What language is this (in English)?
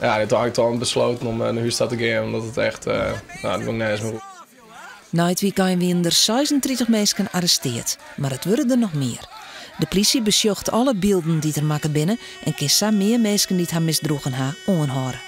Western Frisian